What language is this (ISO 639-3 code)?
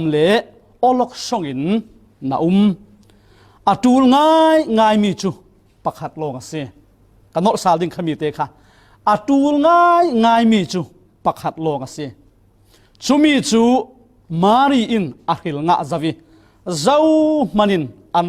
cfm